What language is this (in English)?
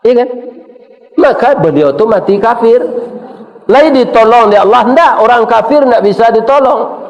Minangkabau